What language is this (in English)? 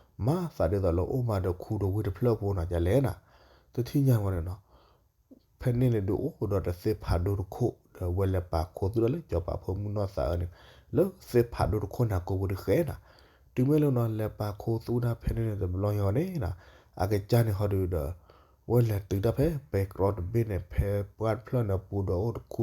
S'gaw Karen